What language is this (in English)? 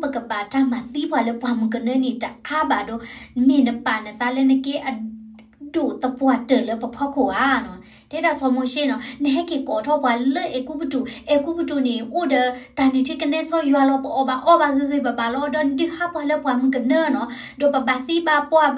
S'gaw Karen